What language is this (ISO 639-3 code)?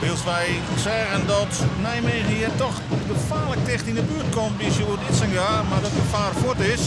fry